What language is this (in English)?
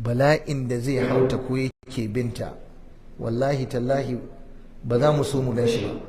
Hausa